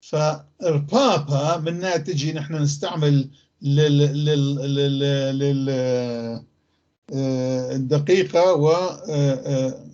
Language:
North Levantine Arabic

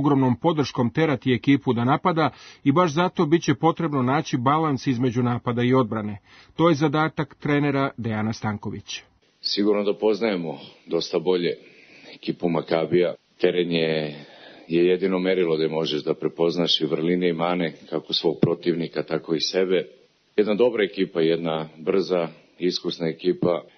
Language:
Serbian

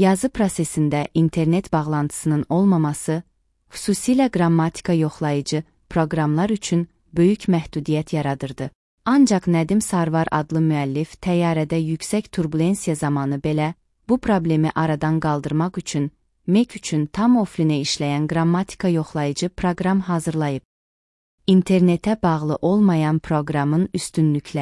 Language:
Azerbaijani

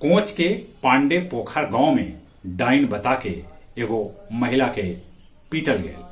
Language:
Magahi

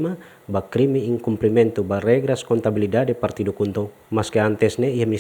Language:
Tetum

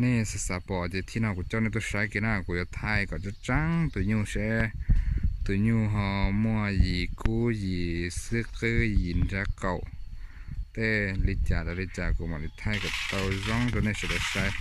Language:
Hmong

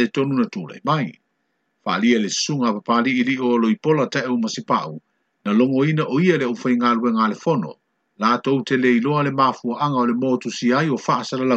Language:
Samoan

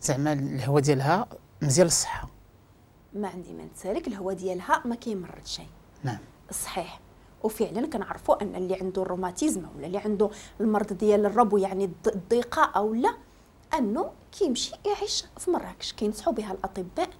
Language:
Moroccan Arabic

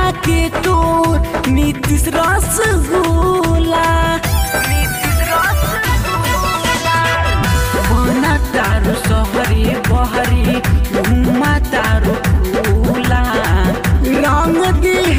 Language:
Bhojpuri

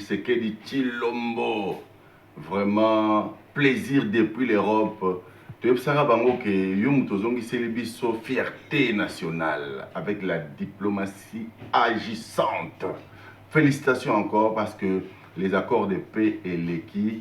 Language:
Lingala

